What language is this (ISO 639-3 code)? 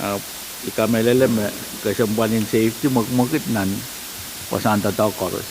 pon